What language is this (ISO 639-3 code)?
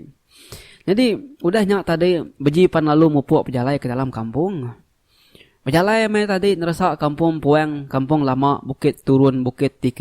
iba